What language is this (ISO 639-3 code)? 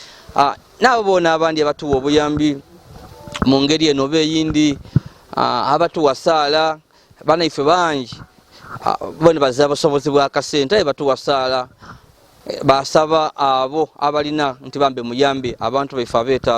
lug